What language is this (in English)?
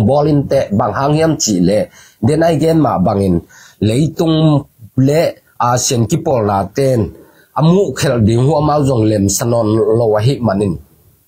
Tedim Chin